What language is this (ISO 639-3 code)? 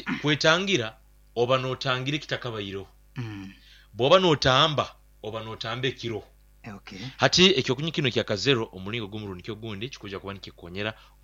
nyo